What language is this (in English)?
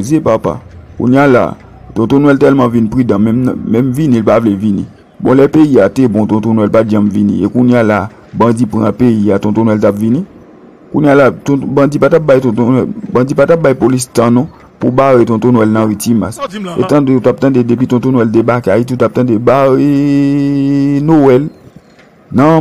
Haitian Creole